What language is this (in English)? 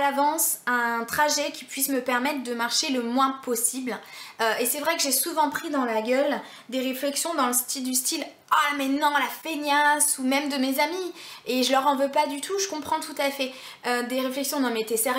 French